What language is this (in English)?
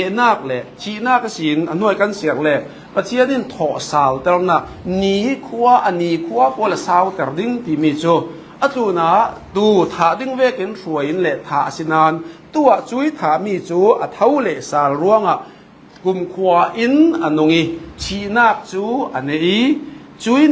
Falam Chin